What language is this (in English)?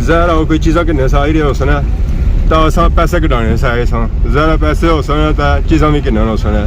Pahari-Potwari